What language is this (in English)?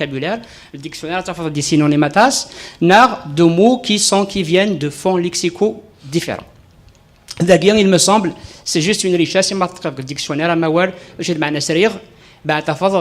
Kabyle